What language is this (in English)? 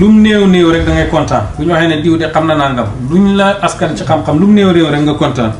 Wolof